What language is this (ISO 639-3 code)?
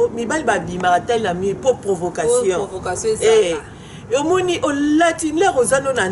lin